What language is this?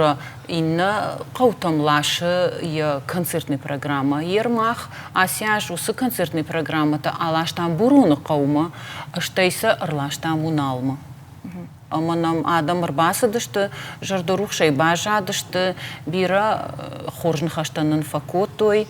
Ossetic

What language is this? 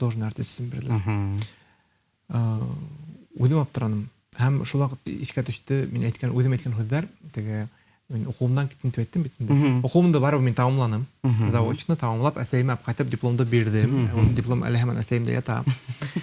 Bashkir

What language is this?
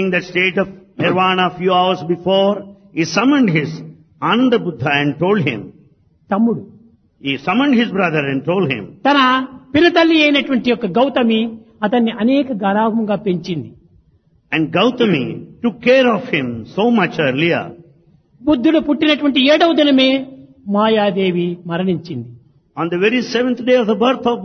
Telugu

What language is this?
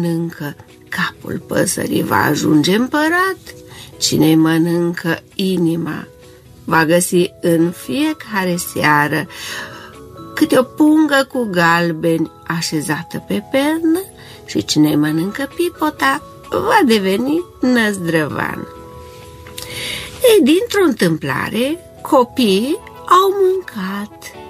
Romanian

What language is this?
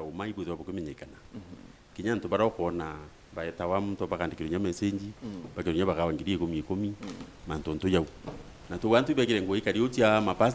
Meru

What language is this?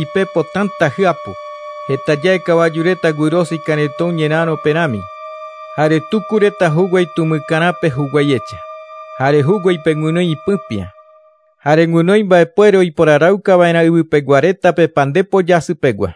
Guarani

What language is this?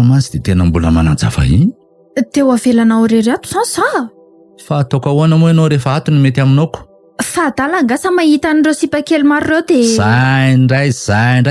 Malagasy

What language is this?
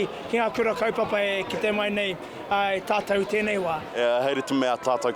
Māori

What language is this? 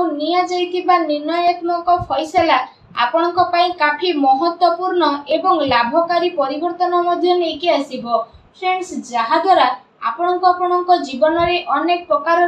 Odia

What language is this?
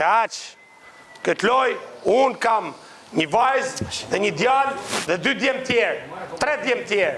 Albanian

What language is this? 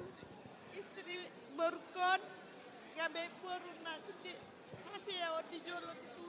Batak Toba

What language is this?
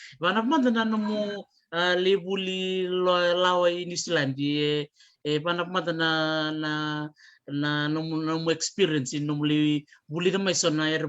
Fijian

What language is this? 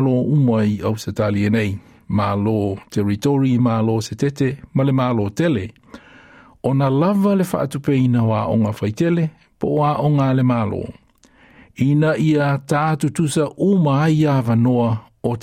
Samoan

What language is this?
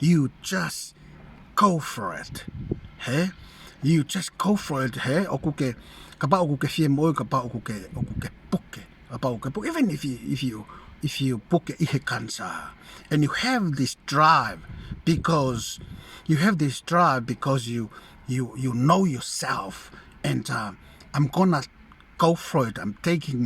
Tongan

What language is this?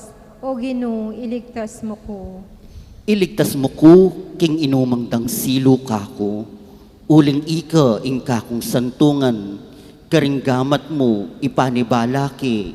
Pampanga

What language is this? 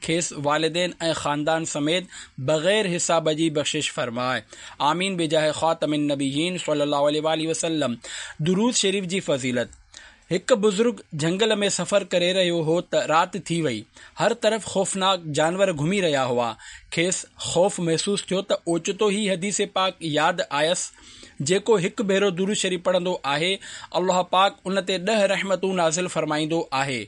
Sindhi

